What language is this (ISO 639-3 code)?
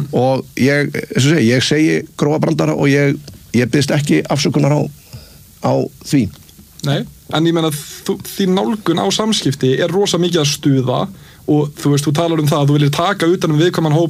isl